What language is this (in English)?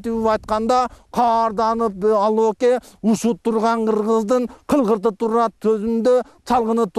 Kyrgyz